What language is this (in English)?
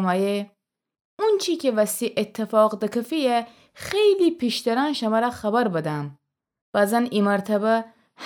Gilaki